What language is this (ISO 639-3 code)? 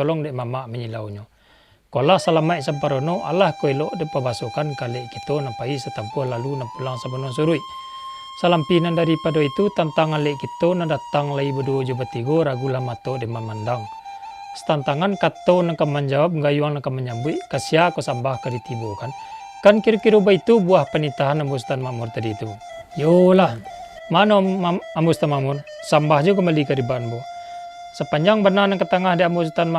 min